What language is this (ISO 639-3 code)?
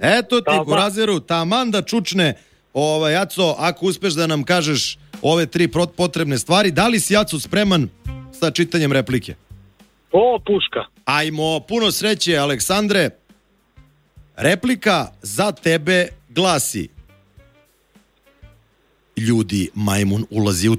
srp